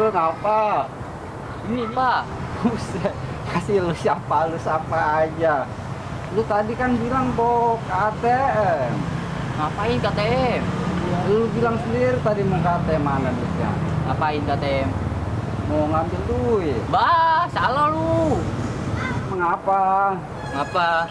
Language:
Betawi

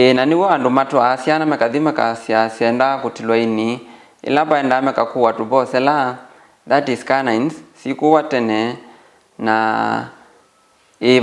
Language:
Kamba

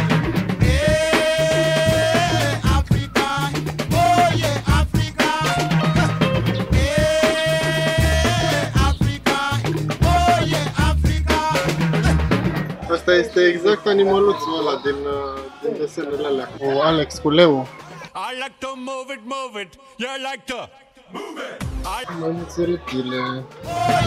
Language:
Romanian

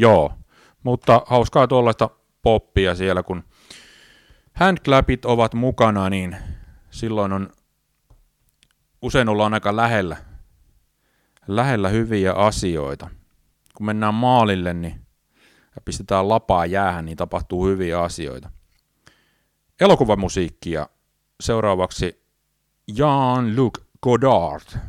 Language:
Finnish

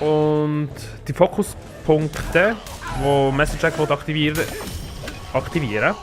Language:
Swiss German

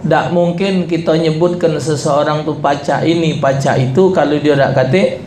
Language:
Musi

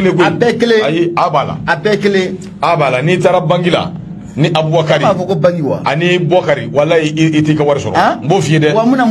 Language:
Bambara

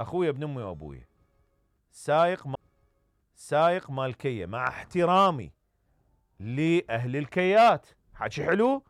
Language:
Mesopotamian Arabic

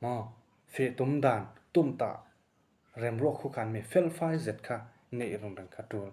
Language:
Falam Chin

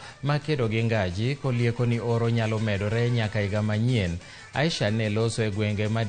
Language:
Luo (Kenya and Tanzania)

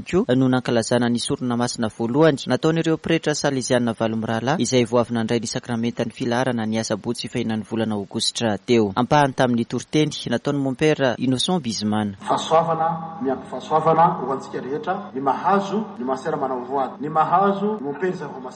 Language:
Malagasy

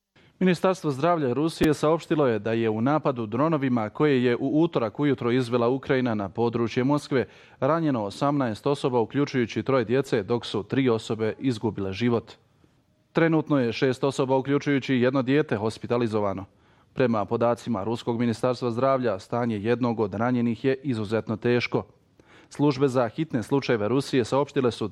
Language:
Bosnian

